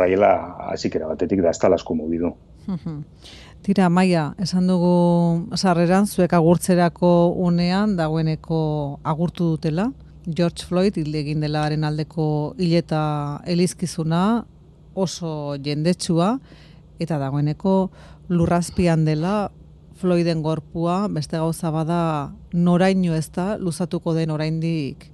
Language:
Basque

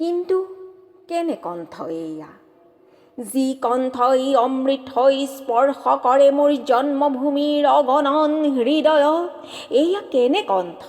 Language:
Assamese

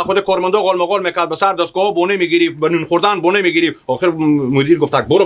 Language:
Hazaragi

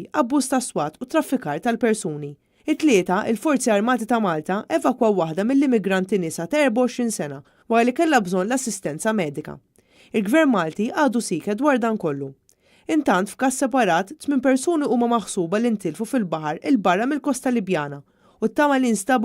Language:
Maltese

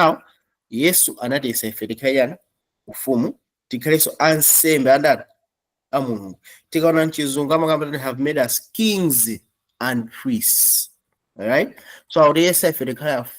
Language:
Nyanja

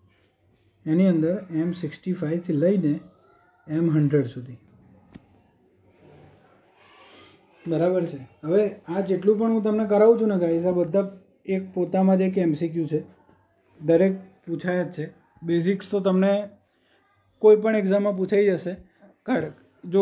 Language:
Gujarati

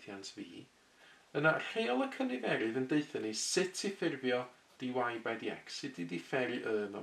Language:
Welsh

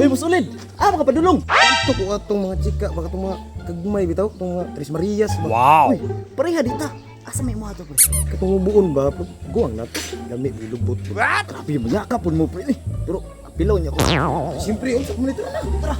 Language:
Cebuano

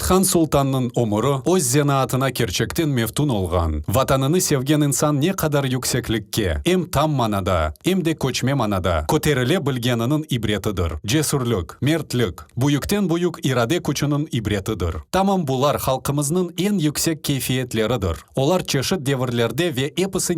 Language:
Crimean Tatar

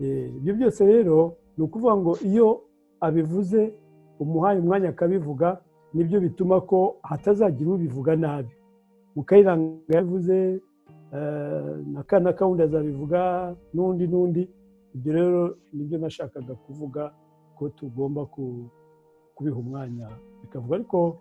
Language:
Kinyarwanda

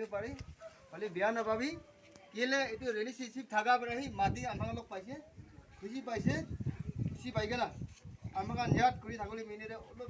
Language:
Naga Pidgin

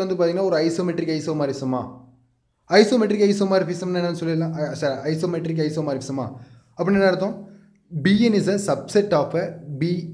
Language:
Tamil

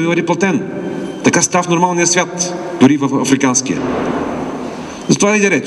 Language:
Bulgarian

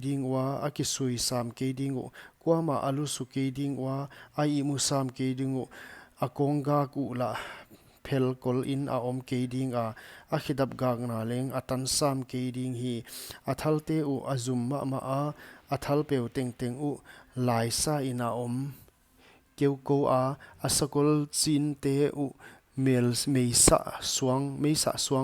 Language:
Paite Chin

